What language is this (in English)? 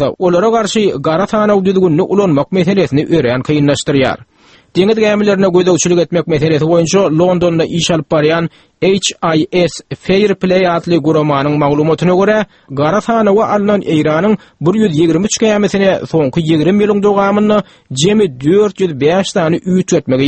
Turkmen